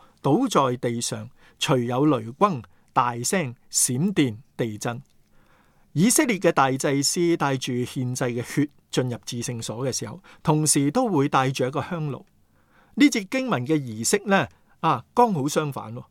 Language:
Cantonese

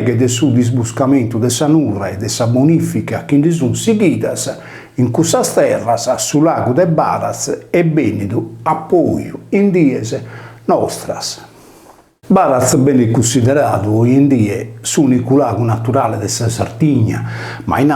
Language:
Sardinian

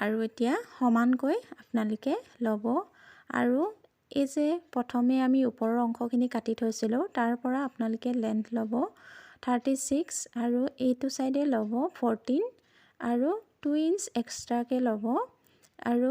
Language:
Assamese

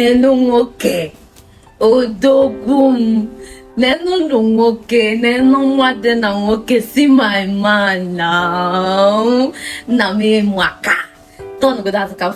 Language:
Igbo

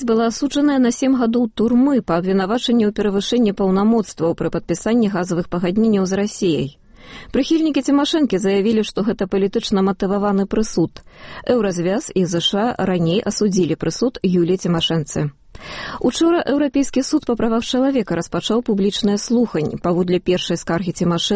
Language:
Belarusian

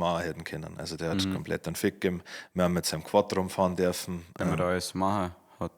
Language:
Bavarian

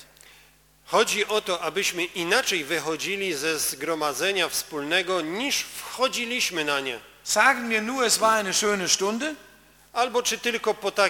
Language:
Polish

